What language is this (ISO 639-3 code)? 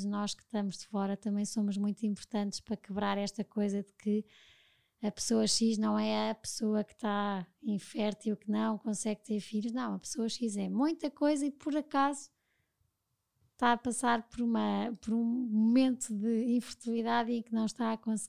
por